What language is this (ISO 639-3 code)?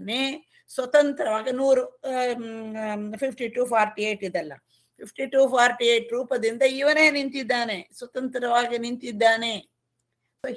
kan